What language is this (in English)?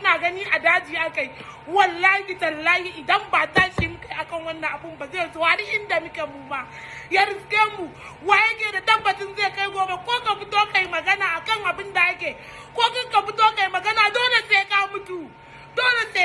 Hausa